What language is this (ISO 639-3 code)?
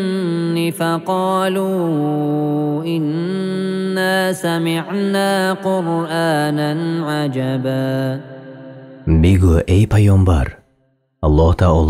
tgk